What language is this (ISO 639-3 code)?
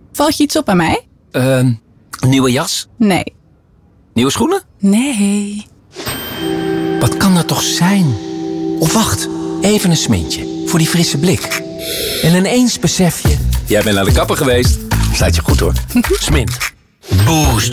nld